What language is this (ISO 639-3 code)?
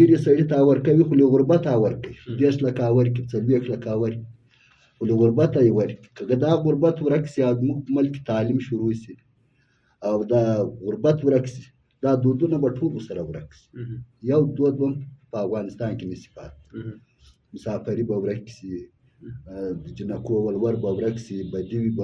pus